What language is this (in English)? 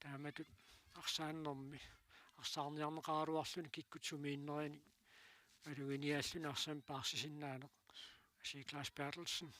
Kalaallisut